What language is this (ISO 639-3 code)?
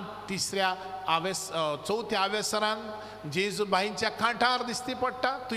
kok